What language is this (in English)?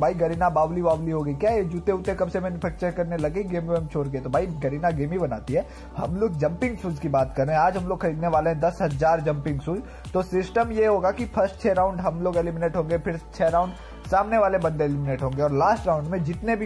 Hindi